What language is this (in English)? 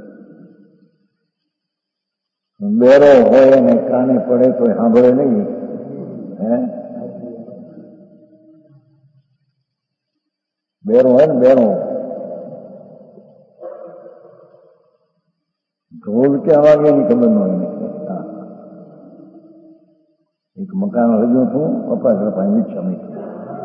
Gujarati